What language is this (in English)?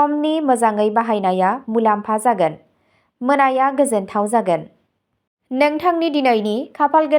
Bodo